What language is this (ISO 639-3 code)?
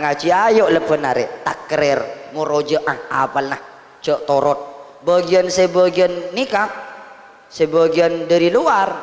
mad